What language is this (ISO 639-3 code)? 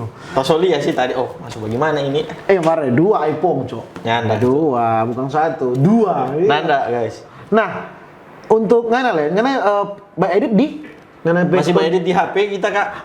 xmm